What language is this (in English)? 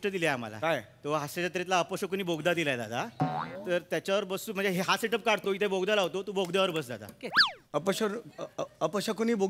Marathi